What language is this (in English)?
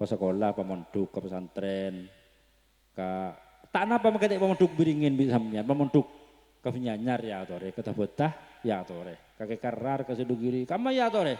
Madurese